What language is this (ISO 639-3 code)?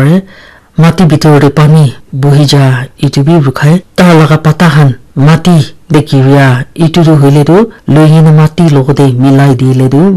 nag